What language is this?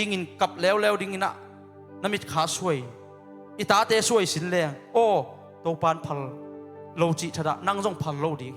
Tedim Chin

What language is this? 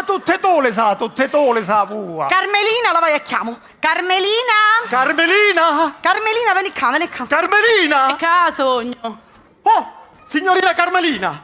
Sicilian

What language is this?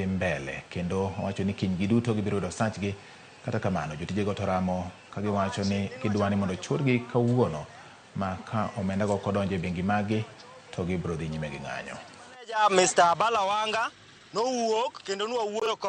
Luo (Kenya and Tanzania)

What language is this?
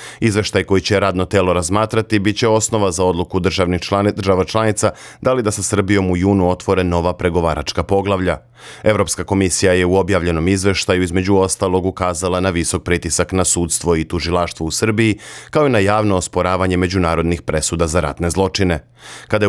Serbian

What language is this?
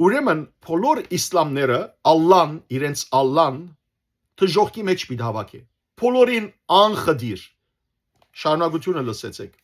Western Armenian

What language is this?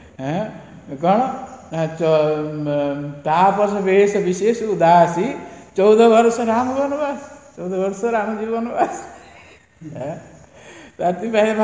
Odia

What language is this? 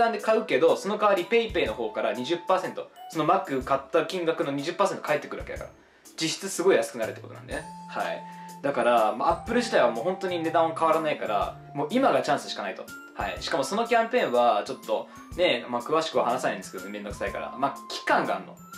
Japanese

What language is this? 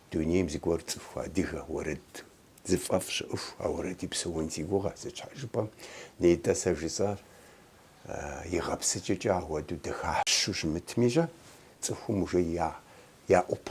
Kabardian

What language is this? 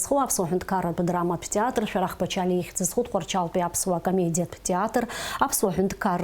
Abkhazian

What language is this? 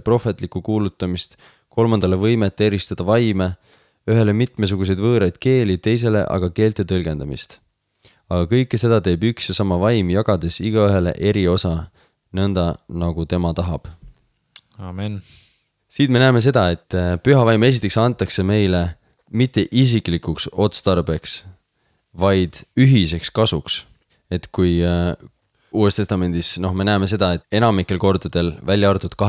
Estonian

